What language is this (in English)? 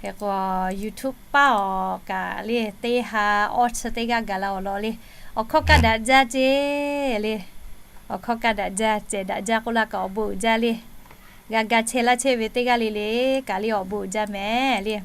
Lahu